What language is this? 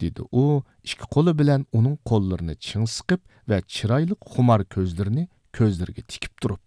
Uyghur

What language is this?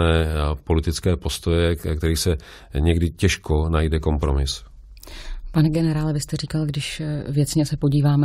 Czech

